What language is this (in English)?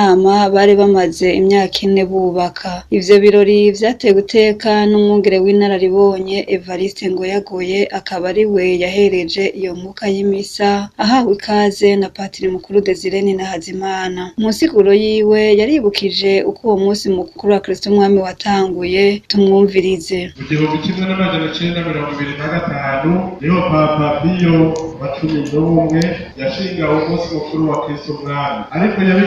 Rundi